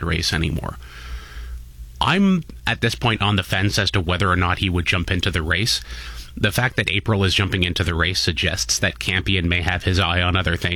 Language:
English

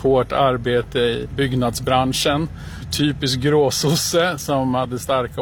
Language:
Swedish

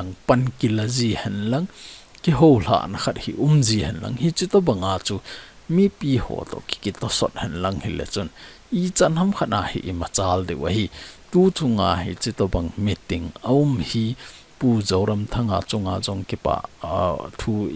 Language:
Thado Chin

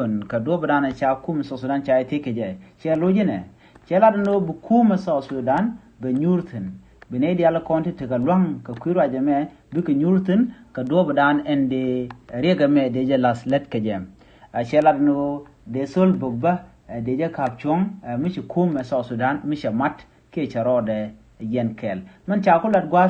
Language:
Nuer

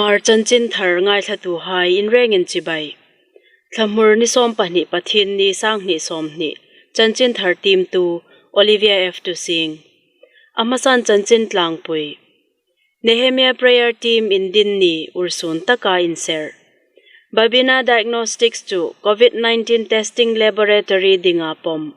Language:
Hmar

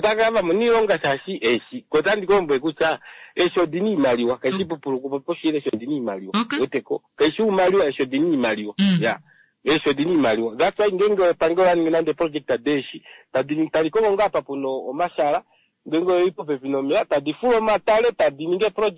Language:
Kuanyama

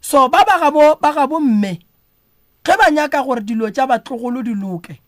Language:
Northern Sotho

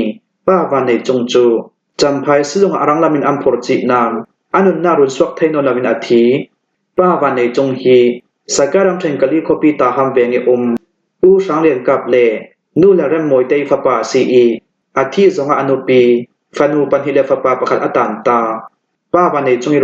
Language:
Falam Chin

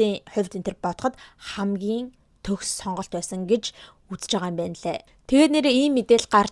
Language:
Mongolian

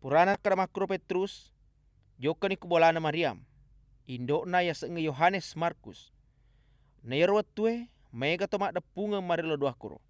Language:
Buginese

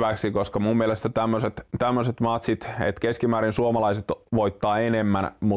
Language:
Finnish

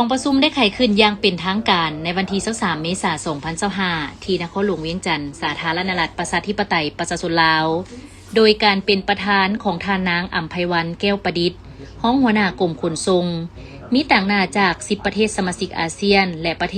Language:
Lao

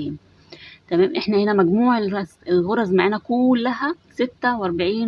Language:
Egyptian Arabic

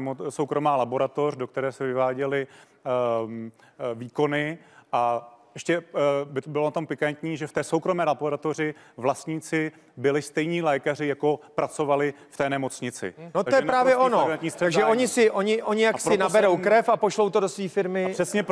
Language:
Czech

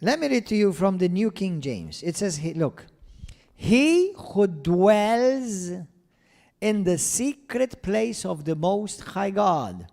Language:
English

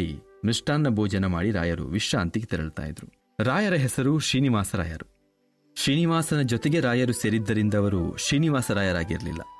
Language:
Kannada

